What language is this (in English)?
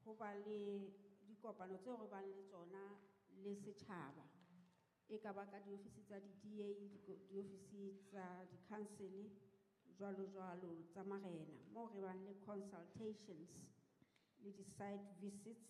Southern Sotho